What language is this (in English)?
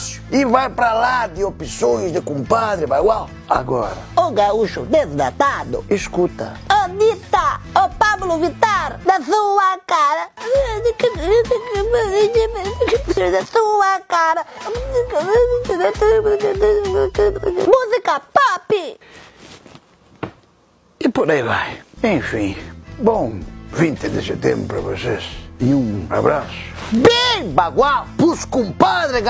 Portuguese